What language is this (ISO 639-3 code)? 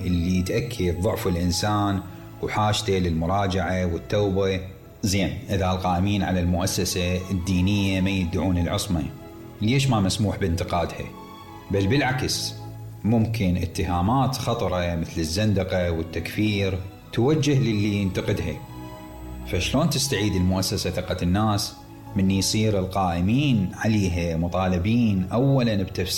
acm